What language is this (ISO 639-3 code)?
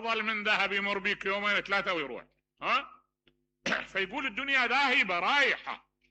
acm